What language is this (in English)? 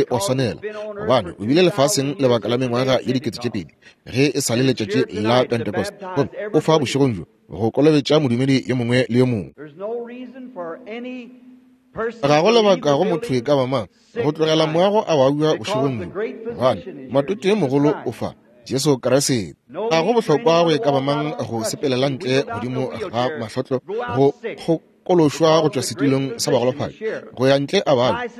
Northern Sotho